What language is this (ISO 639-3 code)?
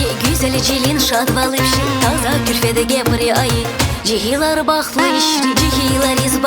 tab